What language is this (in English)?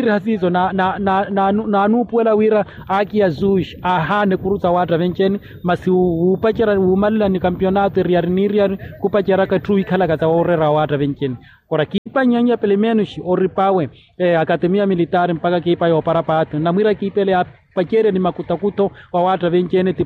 Makhuwa